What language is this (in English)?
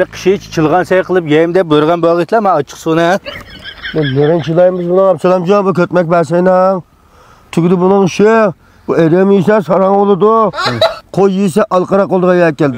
Uyghur